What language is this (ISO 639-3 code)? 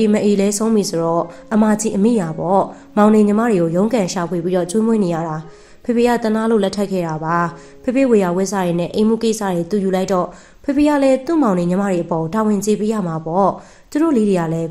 mya